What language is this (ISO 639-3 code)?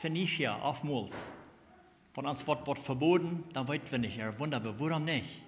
pdt